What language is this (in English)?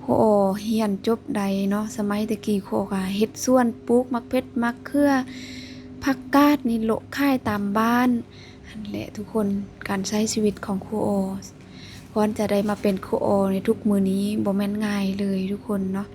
Lao